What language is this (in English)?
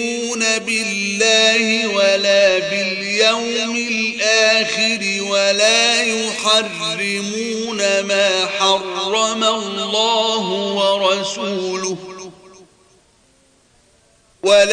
Arabic